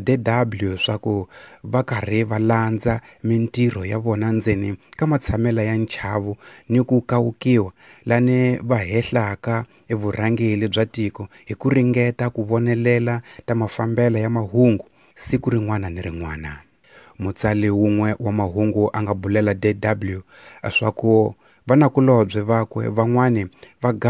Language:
Tsonga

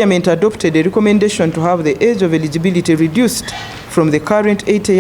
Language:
Nyankole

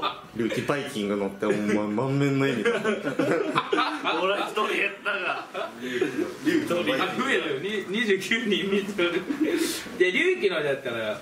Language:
Japanese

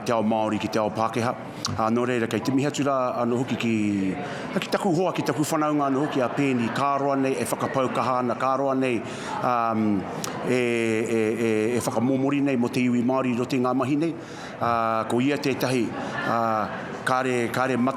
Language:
Māori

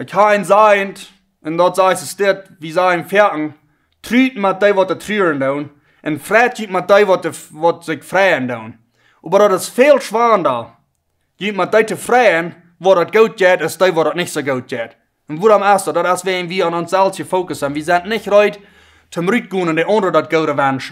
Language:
Plautdietsch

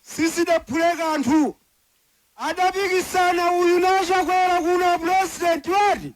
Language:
Nyanja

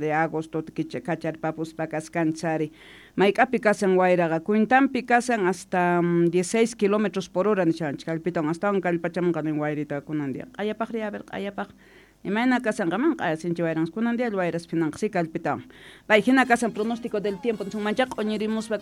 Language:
South Bolivian Quechua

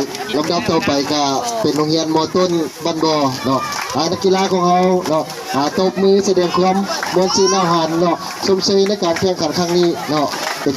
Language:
Lao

